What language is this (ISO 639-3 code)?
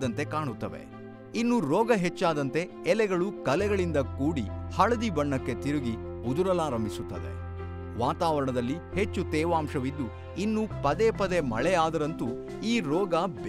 kan